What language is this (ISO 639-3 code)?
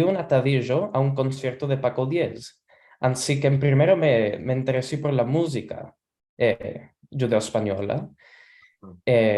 lad